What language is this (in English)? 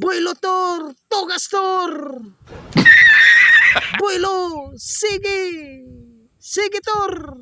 Cebuano